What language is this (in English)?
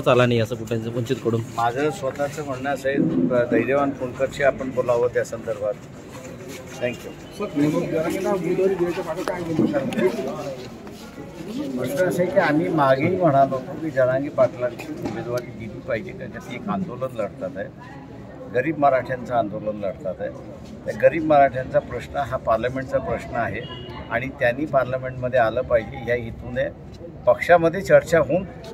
Marathi